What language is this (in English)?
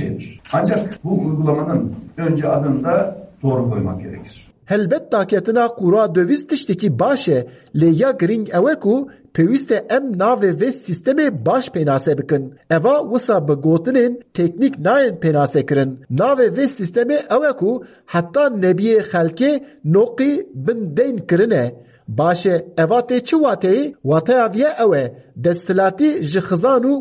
Kurdish